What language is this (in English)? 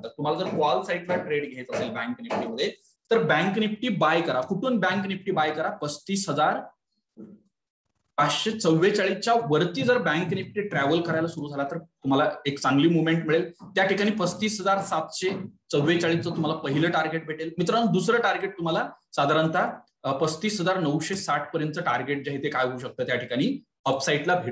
Marathi